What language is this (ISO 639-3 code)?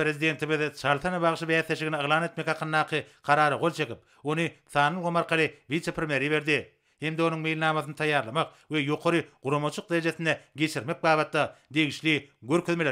tuk